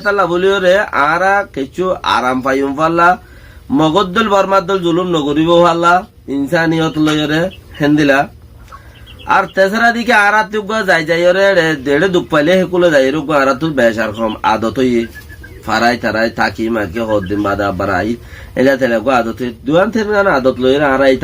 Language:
Rohingya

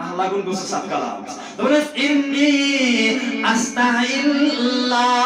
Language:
Kashmiri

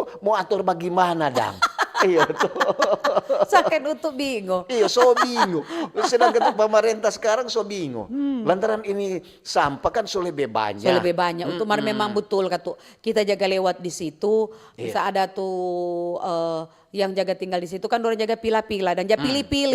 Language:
Manado Malay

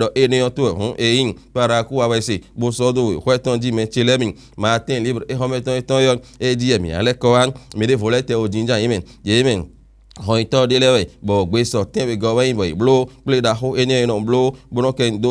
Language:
Fon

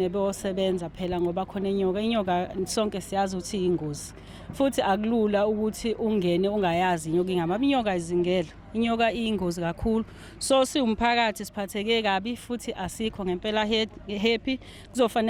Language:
Zulu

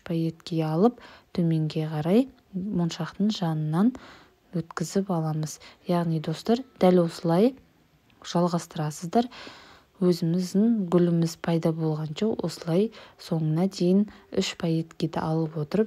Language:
Kazakh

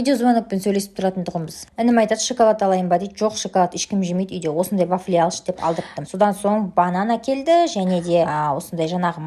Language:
Kazakh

